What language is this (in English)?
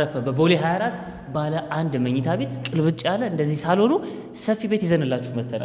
Amharic